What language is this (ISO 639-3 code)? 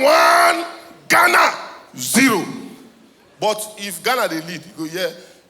pcm